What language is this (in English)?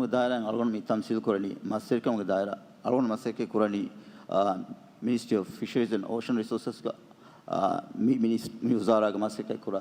Divehi